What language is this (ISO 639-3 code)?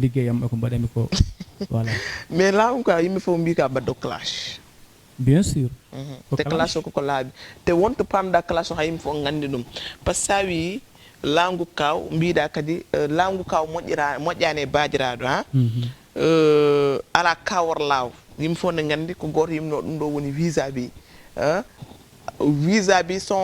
ful